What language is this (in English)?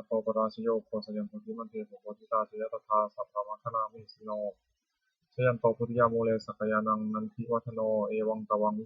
Pali